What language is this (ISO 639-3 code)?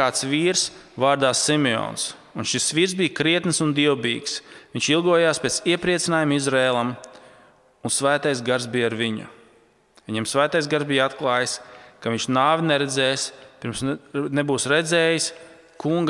lav